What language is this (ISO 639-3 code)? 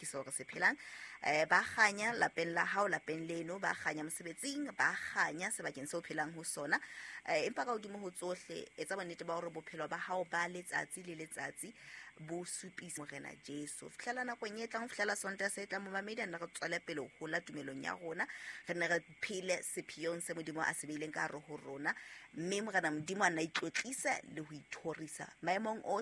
sot